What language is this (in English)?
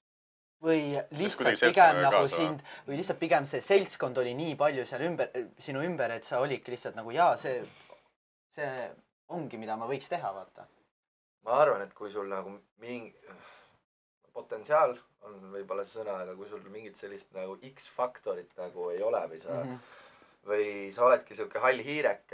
Estonian